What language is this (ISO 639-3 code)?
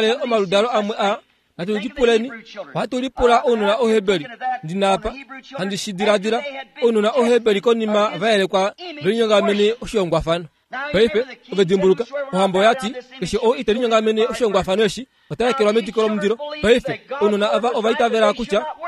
kua